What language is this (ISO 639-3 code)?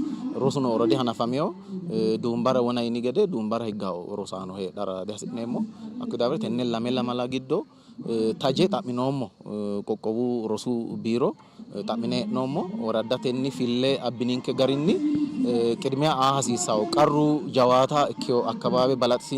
sid